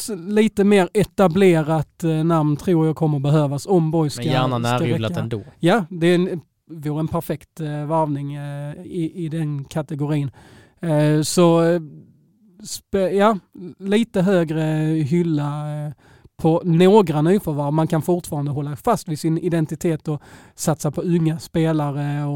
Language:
Swedish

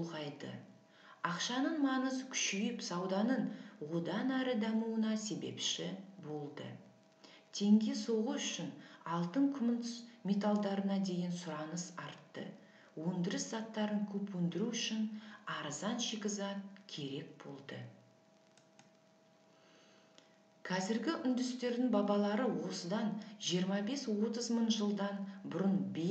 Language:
Kazakh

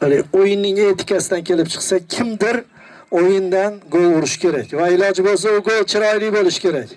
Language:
Uzbek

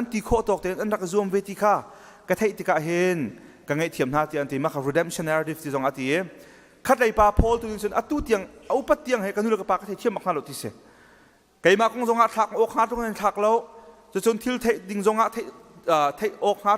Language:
Hakha Chin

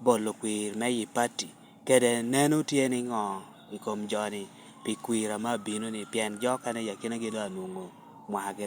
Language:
Lango (Uganda)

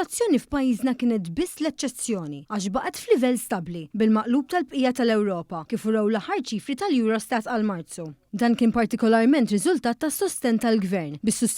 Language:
Maltese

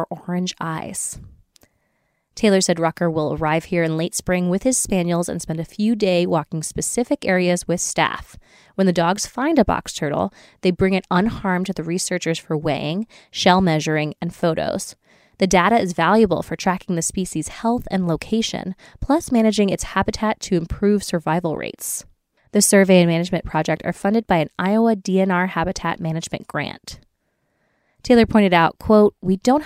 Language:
English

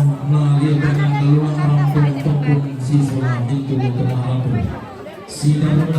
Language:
Toraja-Sa'dan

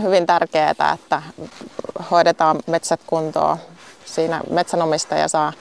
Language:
Finnish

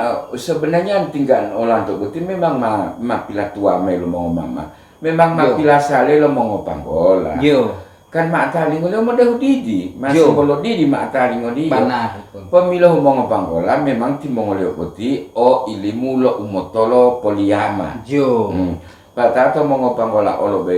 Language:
Gorontalo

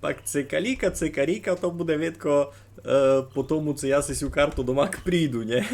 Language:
Rusyn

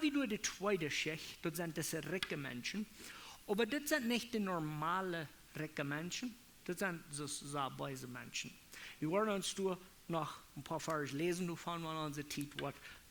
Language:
Plautdietsch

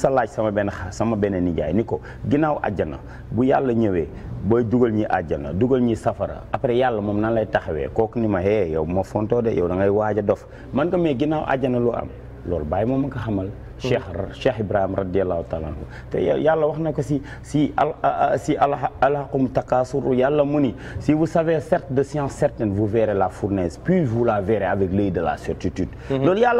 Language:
Wolof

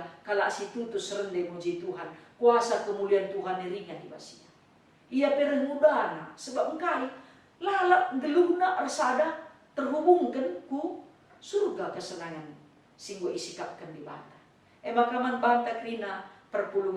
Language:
Batak Karo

